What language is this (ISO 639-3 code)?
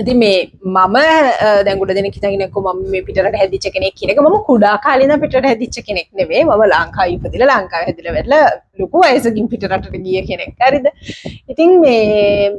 sin